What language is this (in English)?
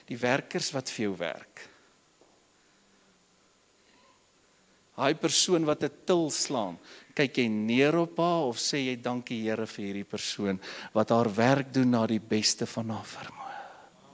Afrikaans